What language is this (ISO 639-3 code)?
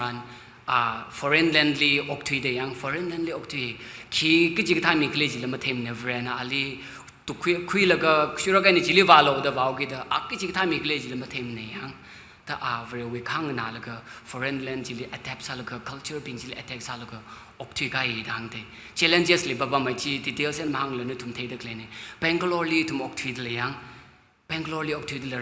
nmf